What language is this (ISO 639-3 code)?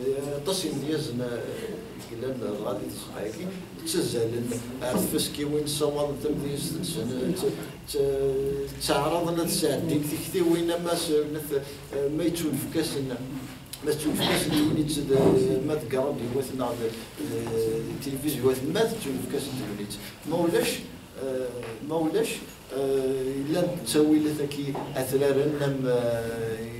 kab